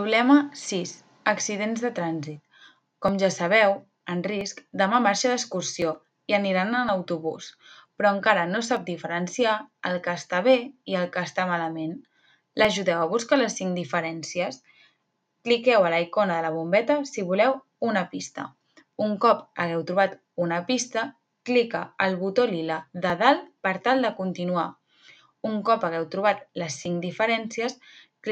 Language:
Catalan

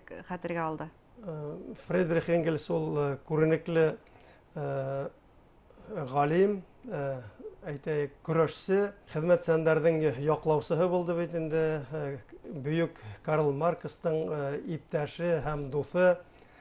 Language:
Bashkir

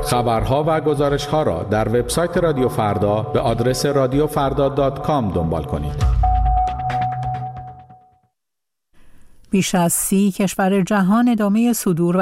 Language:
Persian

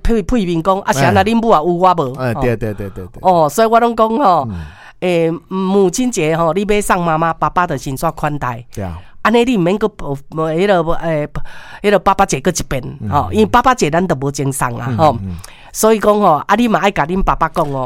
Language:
Min Nan Chinese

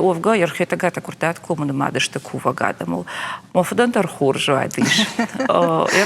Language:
Ossetic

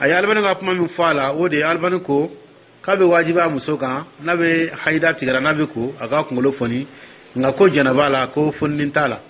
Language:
Dyula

